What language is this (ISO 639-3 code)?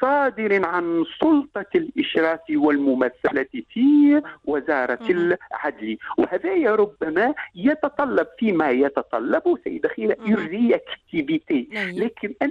aeb